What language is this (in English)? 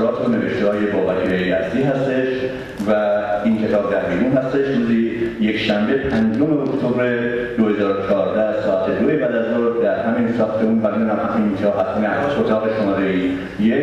Persian